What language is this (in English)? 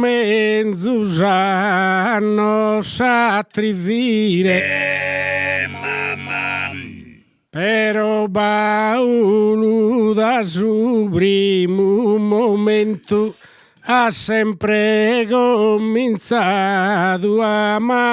Sardinian